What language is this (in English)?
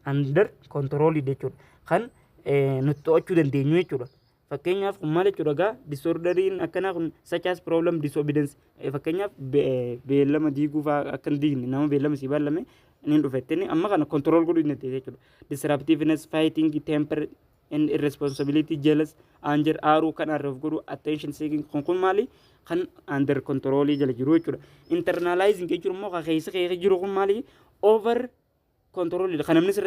Oromo